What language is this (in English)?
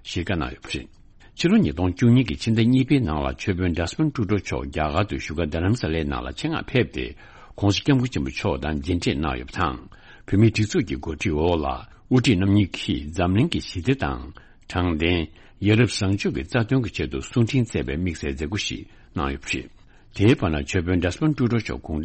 Tibetan